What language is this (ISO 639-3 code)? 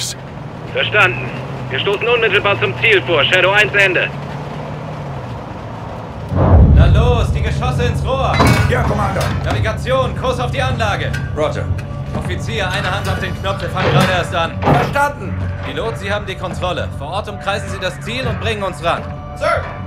deu